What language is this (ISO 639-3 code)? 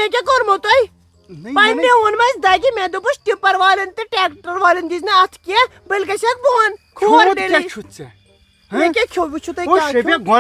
kas